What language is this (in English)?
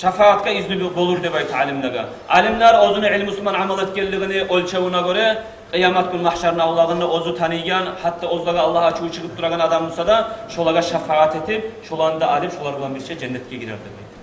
Kumyk